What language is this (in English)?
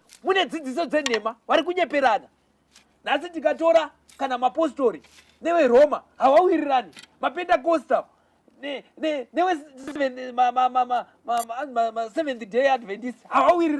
Shona